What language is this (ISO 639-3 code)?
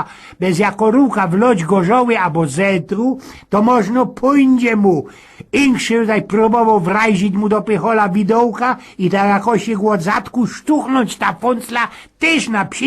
szl